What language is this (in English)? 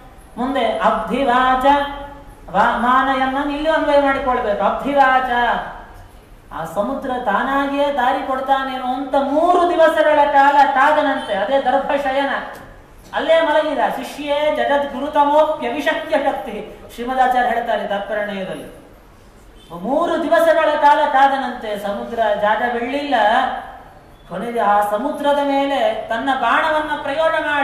Kannada